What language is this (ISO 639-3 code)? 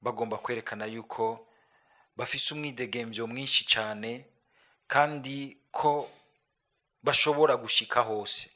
run